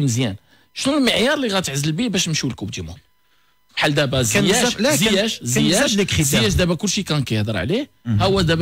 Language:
Moroccan Arabic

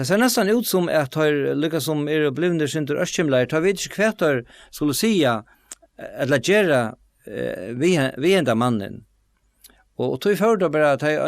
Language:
Faroese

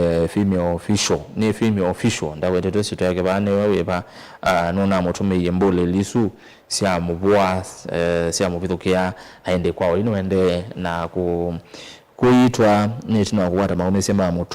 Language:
Kamba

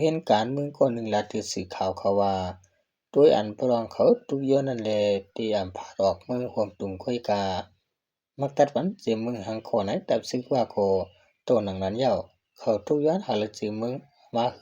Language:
Shan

